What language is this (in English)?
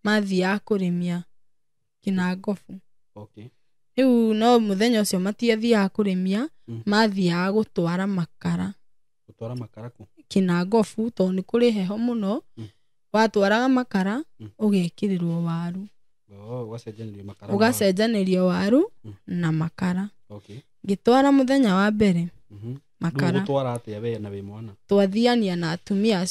Kikuyu